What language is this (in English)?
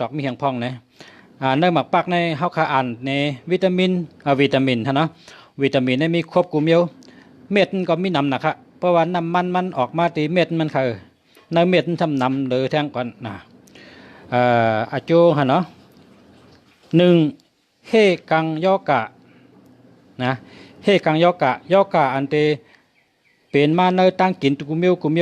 Shan